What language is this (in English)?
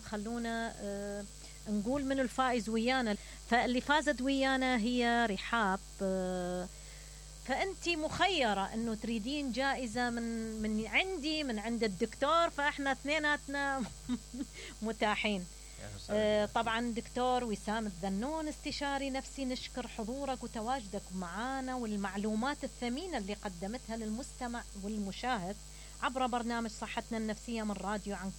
Mesopotamian Arabic